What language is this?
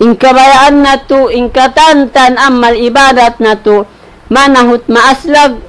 Tausug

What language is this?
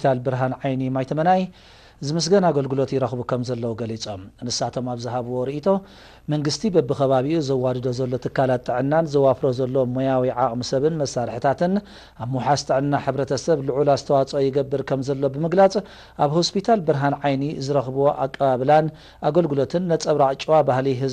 Tigrinya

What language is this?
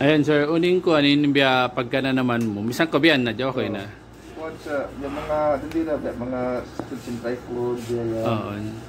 Tausug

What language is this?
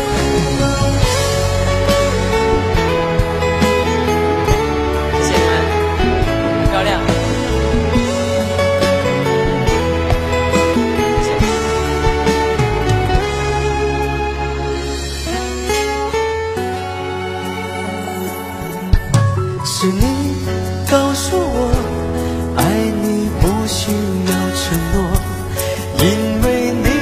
Chinese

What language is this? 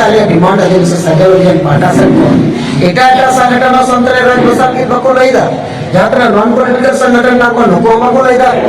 Santali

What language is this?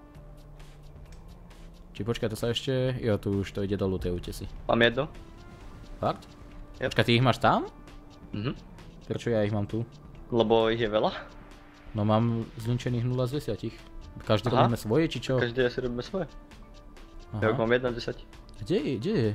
Slovak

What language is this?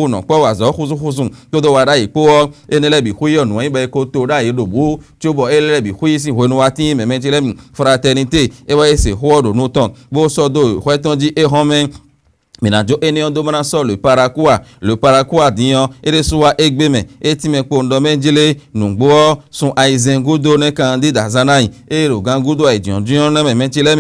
Fon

